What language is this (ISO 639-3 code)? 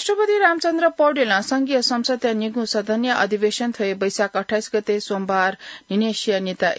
new